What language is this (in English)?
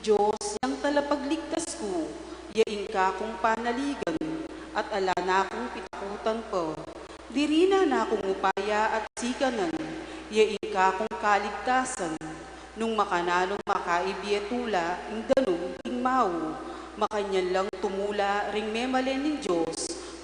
Pampanga